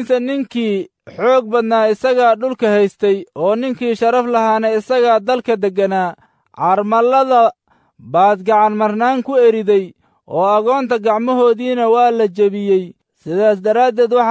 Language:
Somali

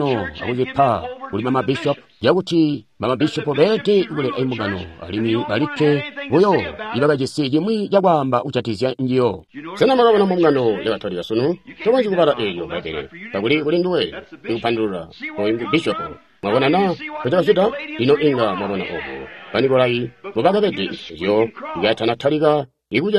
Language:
Tonga (Zambia)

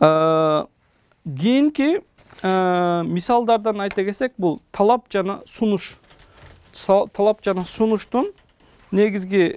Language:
Kyrgyz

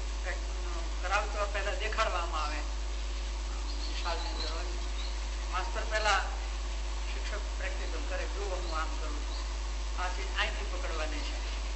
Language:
Gujarati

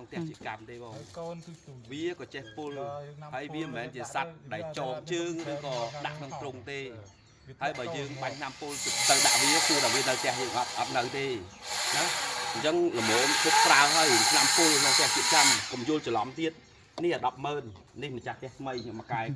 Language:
Khmer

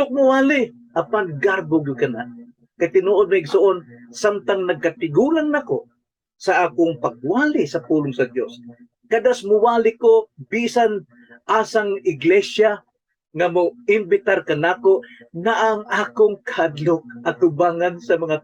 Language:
Cebuano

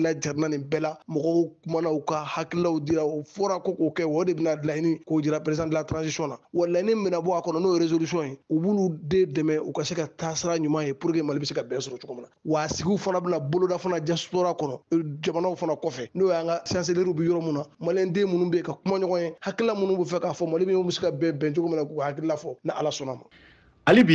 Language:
Bambara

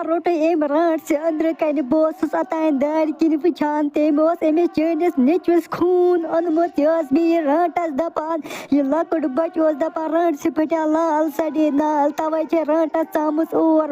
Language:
Kashmiri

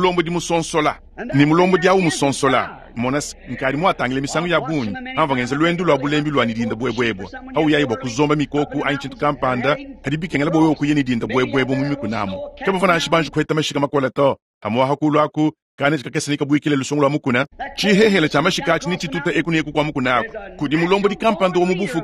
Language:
Luba-Lulua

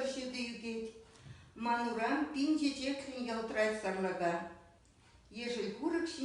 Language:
Chuvash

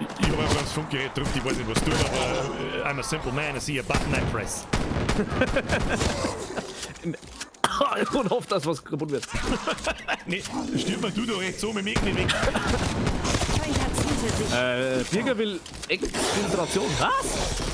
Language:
Bavarian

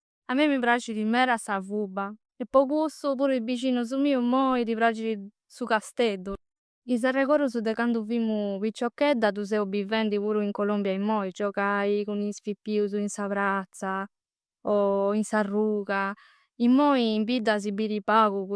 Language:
Sardinian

